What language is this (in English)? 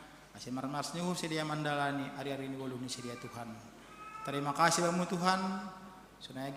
Batak Simalungun